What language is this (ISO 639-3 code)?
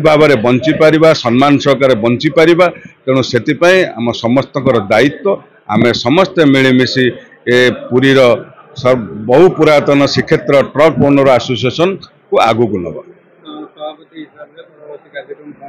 ori